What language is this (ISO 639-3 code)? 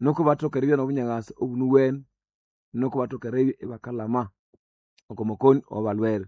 nnb